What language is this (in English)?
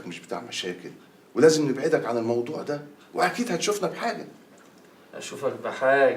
Egyptian Arabic